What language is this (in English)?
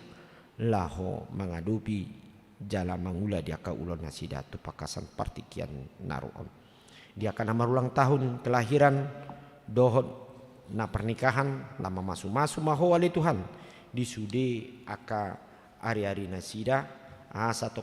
Batak Toba